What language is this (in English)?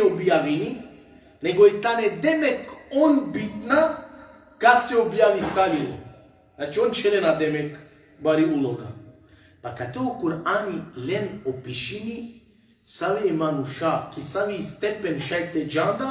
Balkan Romani